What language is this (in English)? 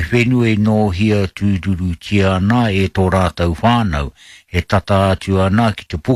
Māori